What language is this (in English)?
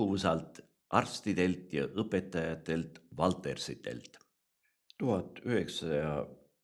Estonian